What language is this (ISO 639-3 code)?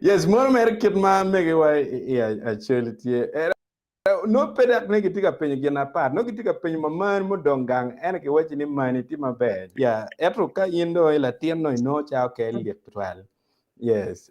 ach